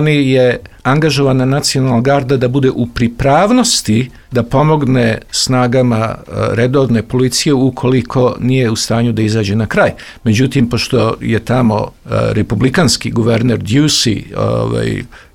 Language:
Serbian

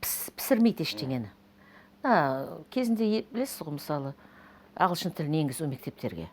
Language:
Kazakh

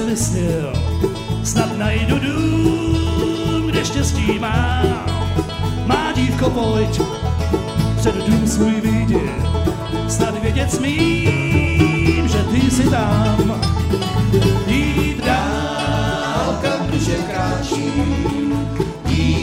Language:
Czech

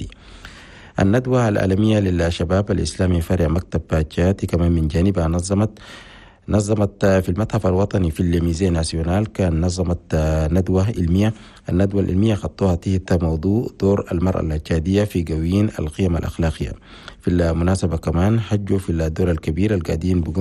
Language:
Chadian Arabic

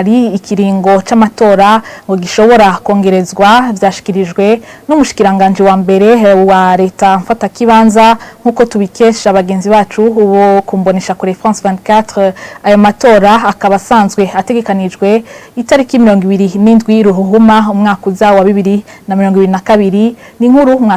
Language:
Rundi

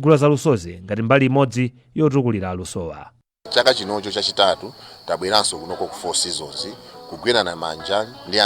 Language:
Nyanja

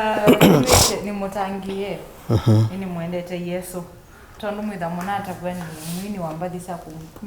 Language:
Kamba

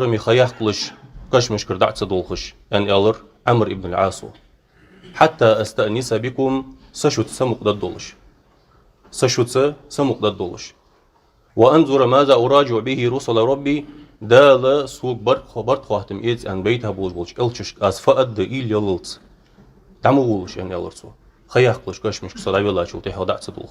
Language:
Ingush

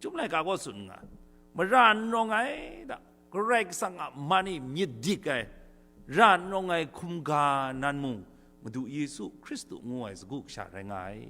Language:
Kachin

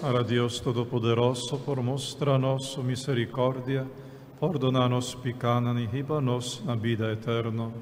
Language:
Papiamento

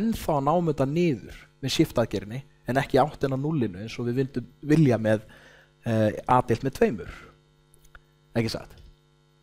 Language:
Icelandic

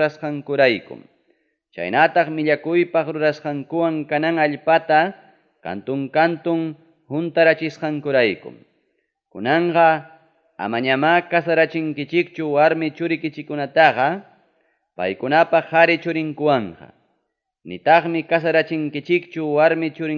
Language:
Ayacucho Quechua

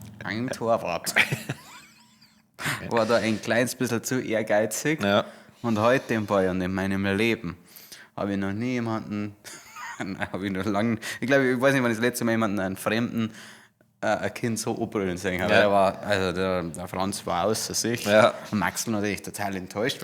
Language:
Bavarian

